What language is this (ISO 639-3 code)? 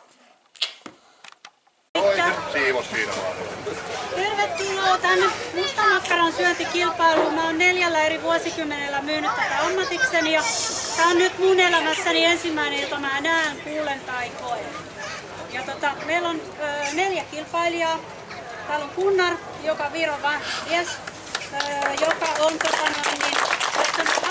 fin